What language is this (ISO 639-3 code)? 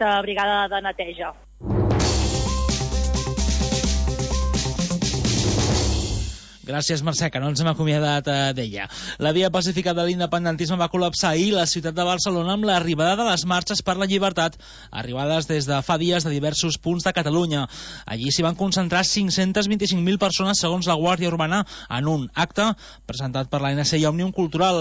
cat